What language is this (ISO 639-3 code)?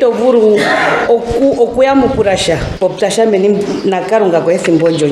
ndo